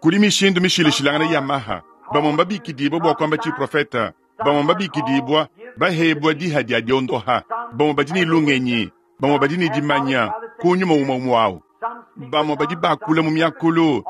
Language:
Luba-Lulua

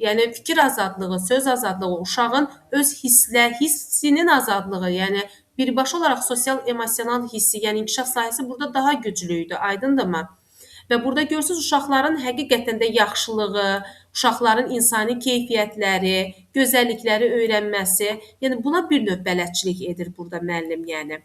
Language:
Azerbaijani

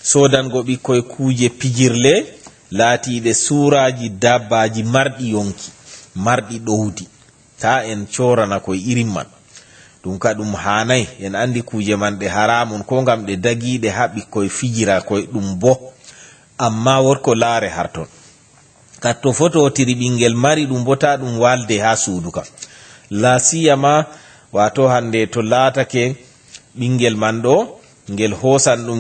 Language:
Fula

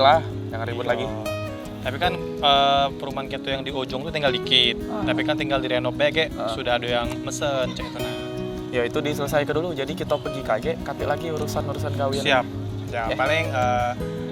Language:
Musi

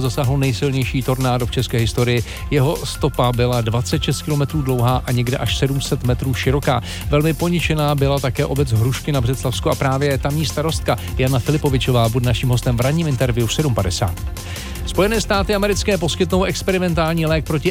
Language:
Czech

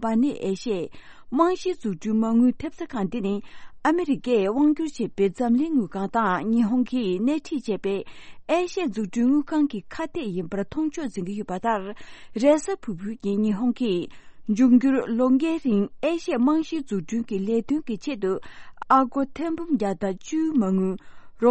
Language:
Tibetan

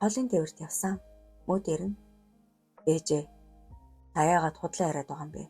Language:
Mongolian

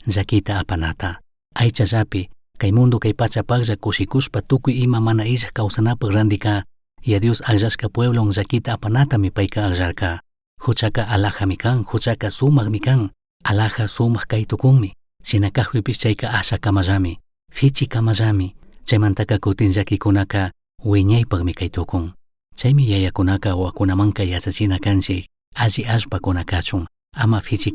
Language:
Chimborazo Highland Quichua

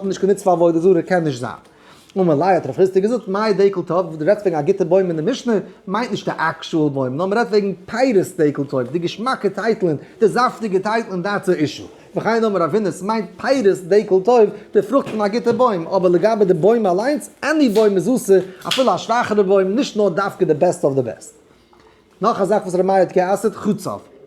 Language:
Yiddish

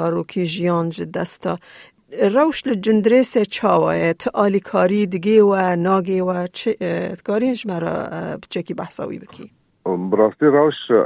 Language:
Kurdish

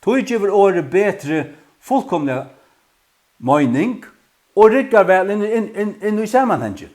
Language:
Faroese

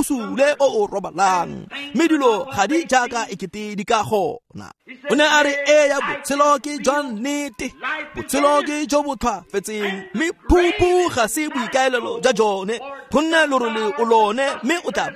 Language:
Tswana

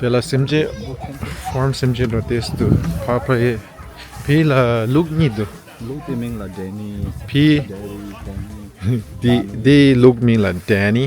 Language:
Tibetan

